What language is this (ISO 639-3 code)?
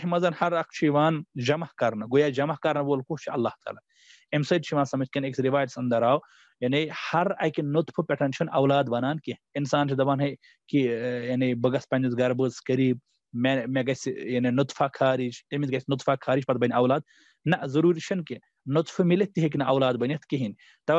kas